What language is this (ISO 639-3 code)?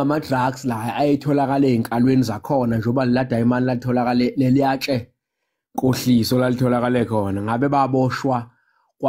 zul